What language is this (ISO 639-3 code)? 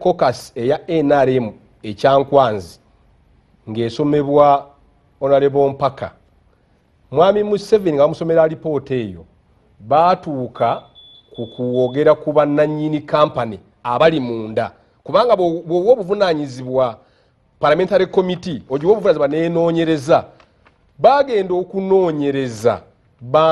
lug